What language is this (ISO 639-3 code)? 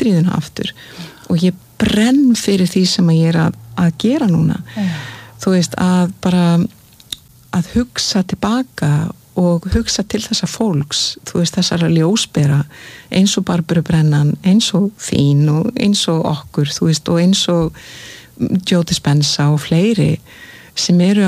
isl